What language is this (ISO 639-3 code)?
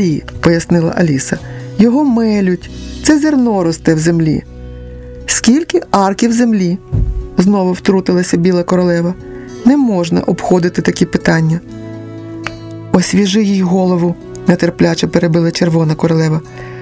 ukr